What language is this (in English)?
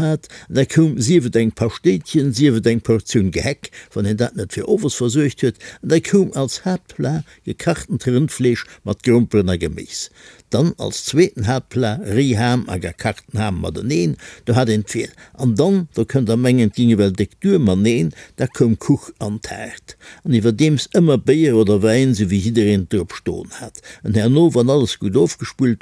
Luxembourgish